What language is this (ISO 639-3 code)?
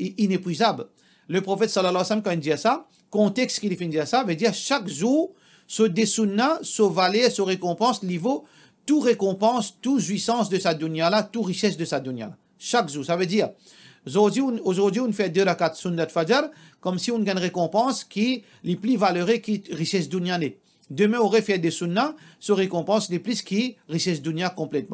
mfe